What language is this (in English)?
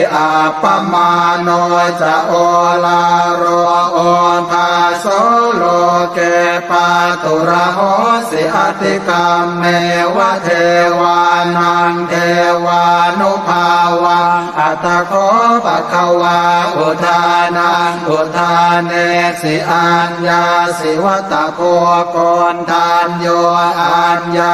Pali